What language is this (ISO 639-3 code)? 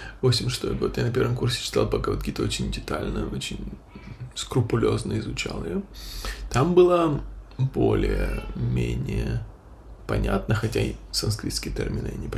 rus